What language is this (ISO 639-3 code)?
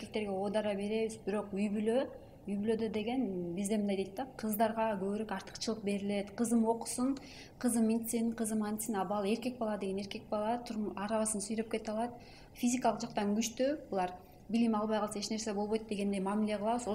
kir